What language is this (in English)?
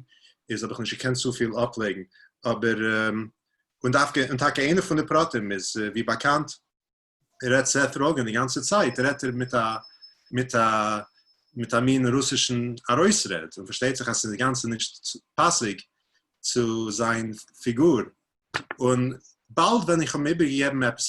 Yiddish